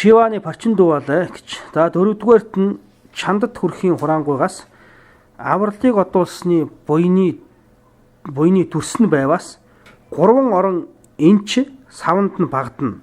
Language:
Mongolian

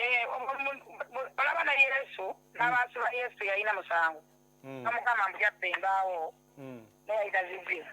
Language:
Ganda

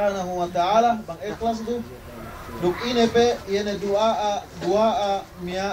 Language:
Yakan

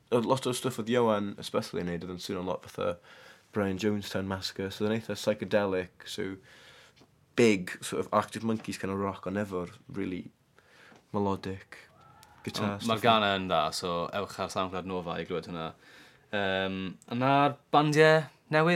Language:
Welsh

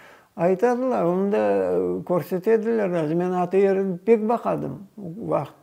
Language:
Crimean Tatar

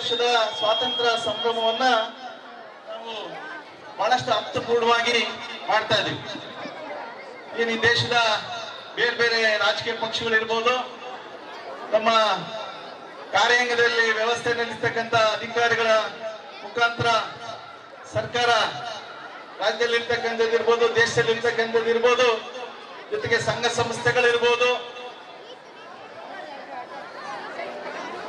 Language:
Kannada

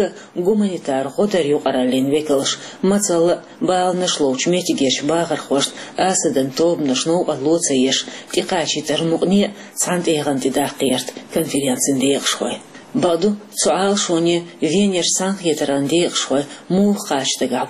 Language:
Chechen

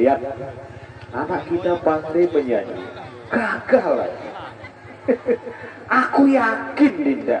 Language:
Sasak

